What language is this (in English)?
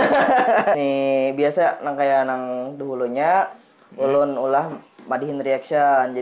Banjar